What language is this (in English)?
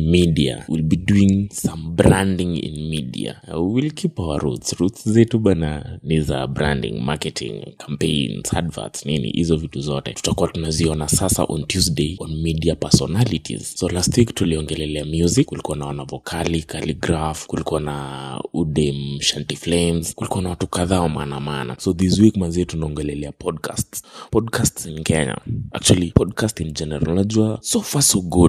Swahili